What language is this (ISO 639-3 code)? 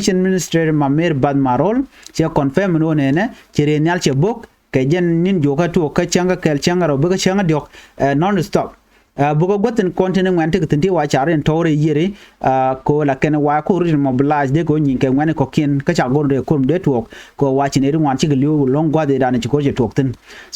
nus